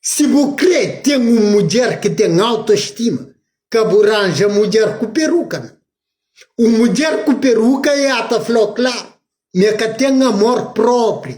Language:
Kabuverdianu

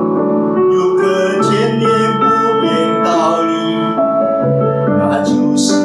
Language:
Chinese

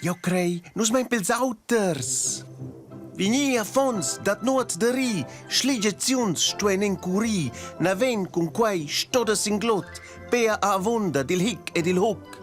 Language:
Romansh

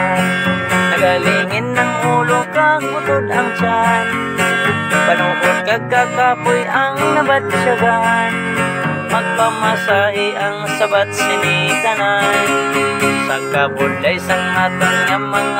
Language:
Hiligaynon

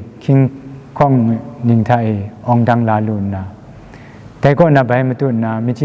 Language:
Kachin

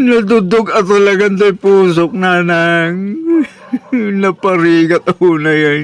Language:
Iloko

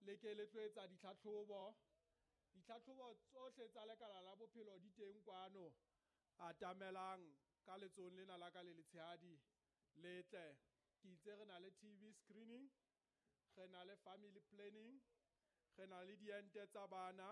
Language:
Southern Sotho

